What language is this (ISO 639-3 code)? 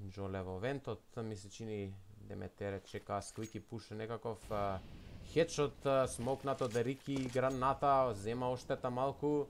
mkd